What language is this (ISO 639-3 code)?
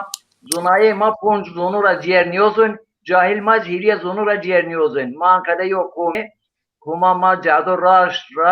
zza